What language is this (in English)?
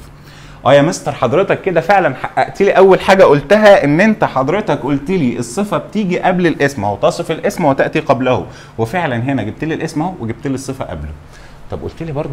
Egyptian Arabic